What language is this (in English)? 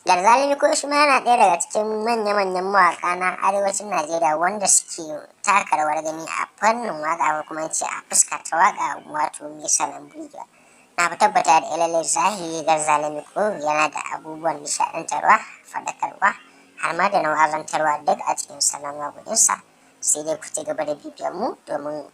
Hausa